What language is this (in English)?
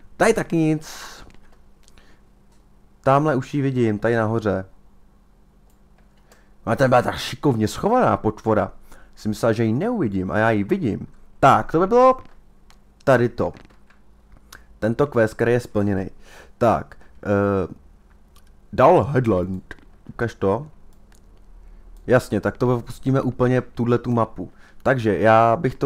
Czech